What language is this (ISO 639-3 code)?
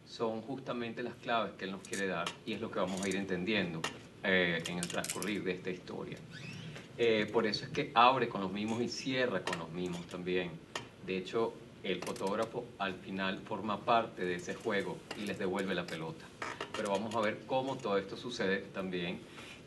spa